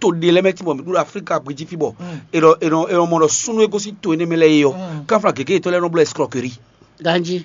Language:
Fon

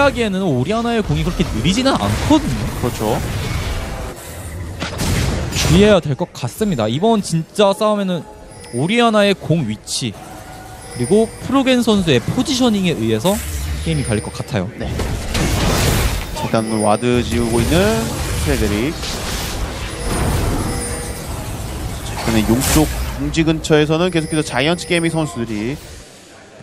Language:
Korean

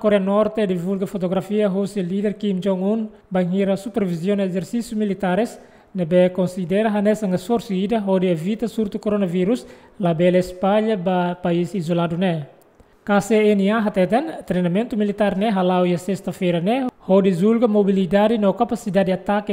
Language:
Tetum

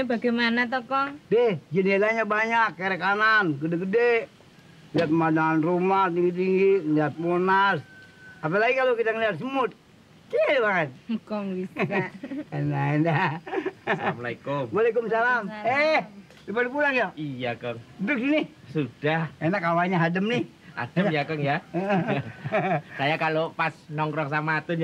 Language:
Betawi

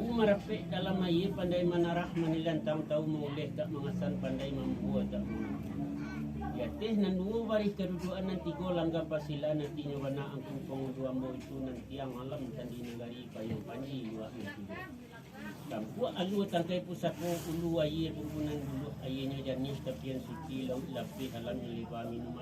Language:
Minangkabau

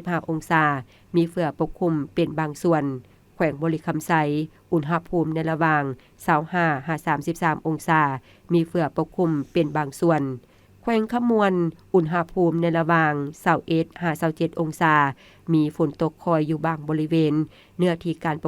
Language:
Lao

